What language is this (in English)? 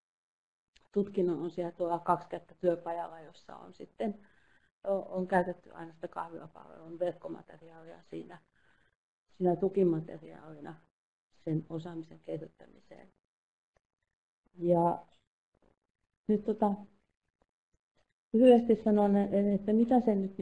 Finnish